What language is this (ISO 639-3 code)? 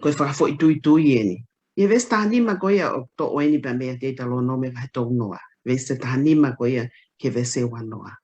ton